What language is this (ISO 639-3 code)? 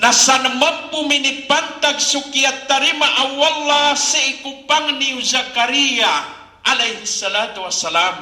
mrw